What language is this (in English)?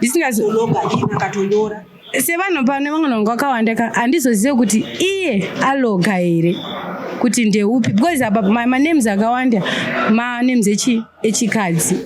Shona